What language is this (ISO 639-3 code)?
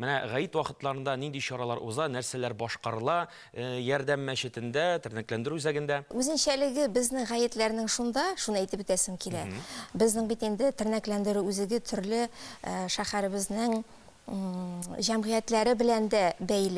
tat